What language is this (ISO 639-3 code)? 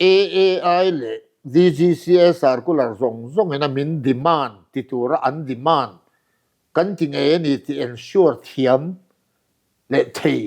lus